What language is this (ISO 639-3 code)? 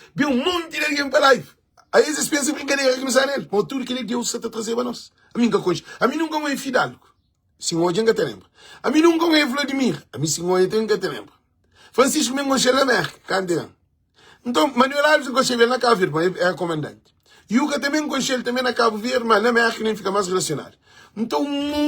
kea